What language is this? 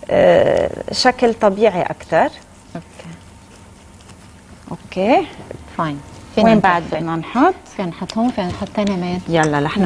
North Levantine Arabic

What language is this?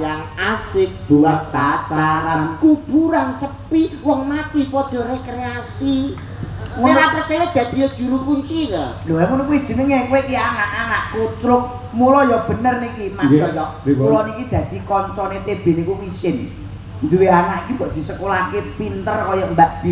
Javanese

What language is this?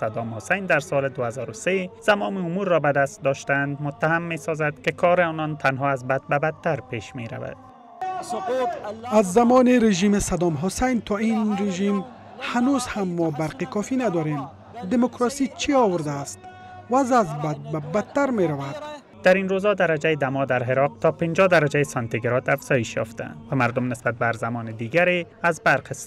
Persian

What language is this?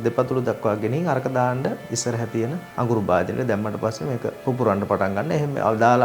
Sinhala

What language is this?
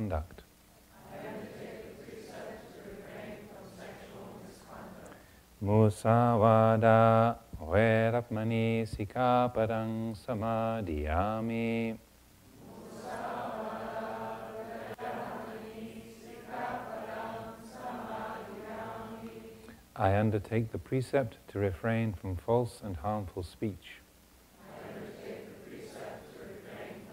English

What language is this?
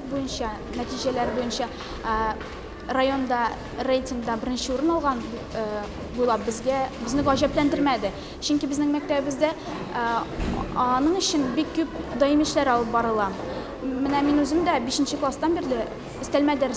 Tatar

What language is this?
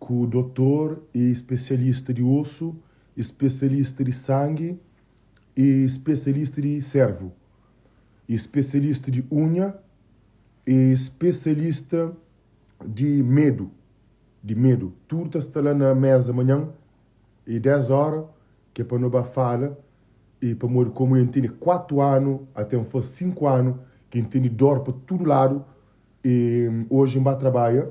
Kabuverdianu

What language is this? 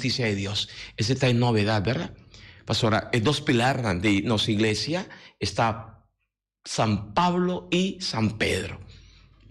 Papiamento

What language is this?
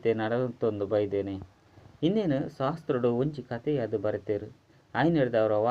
Tulu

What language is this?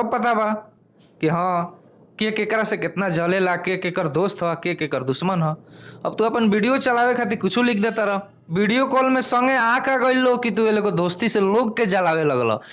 Bhojpuri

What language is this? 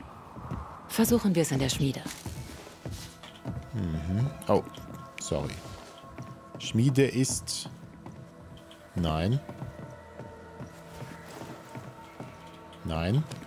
German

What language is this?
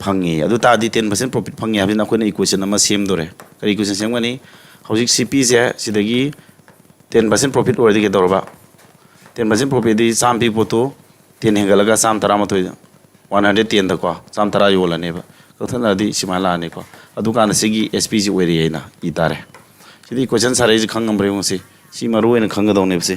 Manipuri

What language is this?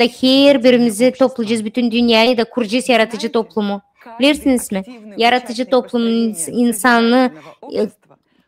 Gagauz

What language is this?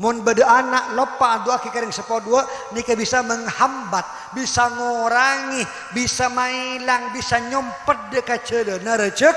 Madurese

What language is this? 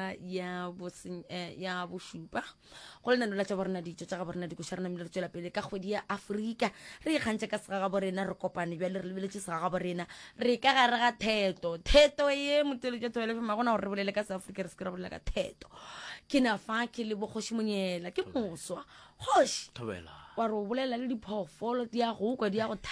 Northern Sotho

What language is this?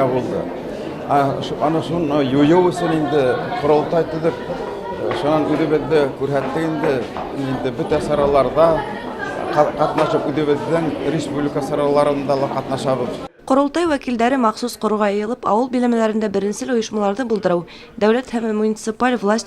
Bashkir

